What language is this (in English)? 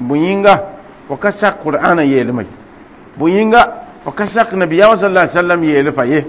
Mossi